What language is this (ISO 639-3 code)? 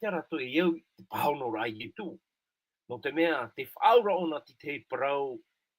tah